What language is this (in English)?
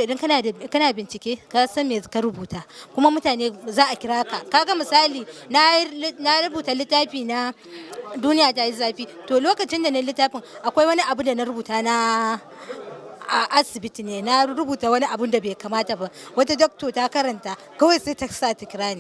Hausa